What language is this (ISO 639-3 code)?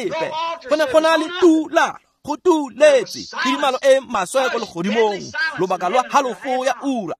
tsn